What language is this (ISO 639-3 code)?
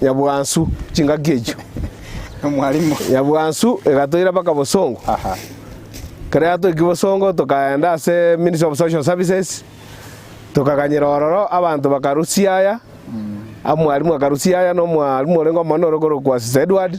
guz